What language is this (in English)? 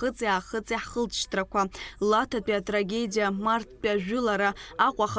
Abkhazian